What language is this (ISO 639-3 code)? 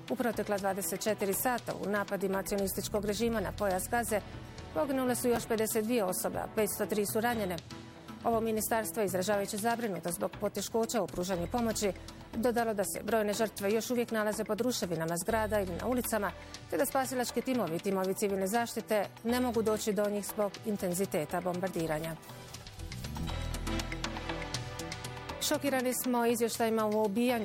bos